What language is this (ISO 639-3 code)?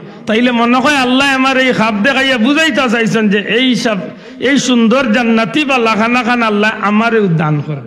syl